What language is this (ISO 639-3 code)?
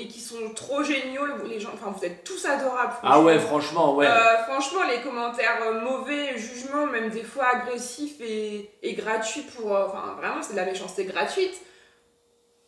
fra